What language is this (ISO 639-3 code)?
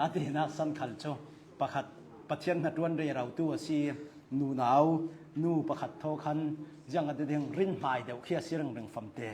cnh